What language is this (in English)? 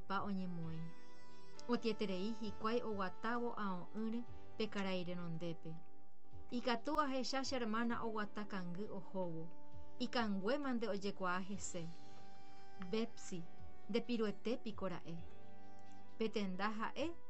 Guarani